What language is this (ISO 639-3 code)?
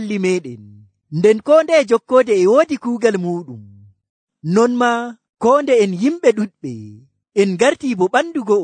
fuv